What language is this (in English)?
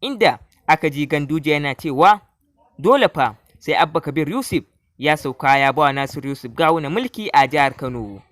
Hausa